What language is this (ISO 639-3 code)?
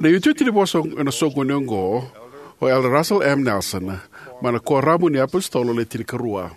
fij